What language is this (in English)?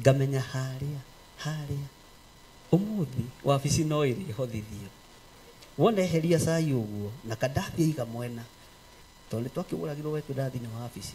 Kikuyu